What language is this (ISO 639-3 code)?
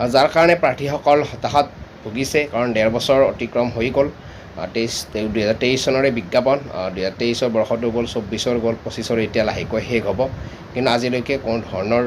asm